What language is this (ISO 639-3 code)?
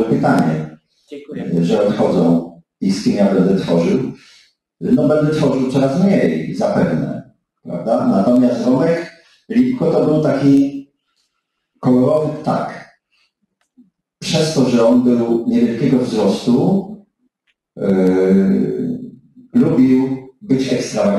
pol